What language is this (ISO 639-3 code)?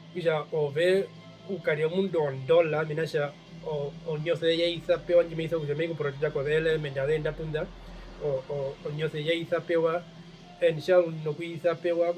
her